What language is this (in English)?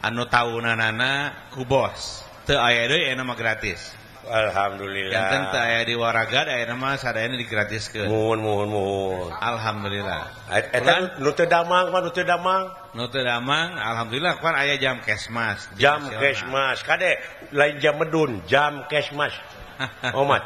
Sundanese